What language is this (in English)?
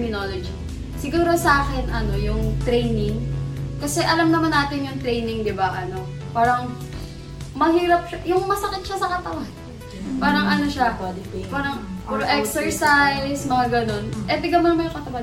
Filipino